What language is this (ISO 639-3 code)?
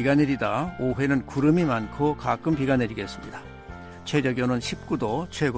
kor